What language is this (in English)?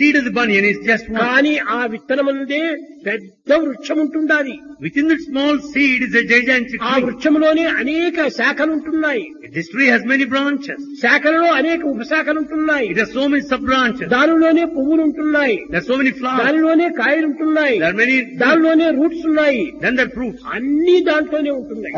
Telugu